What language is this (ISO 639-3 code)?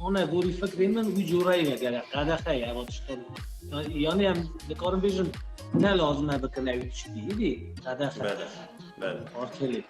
kur